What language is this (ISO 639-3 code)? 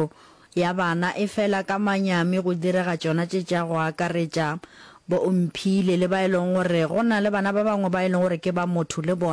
nso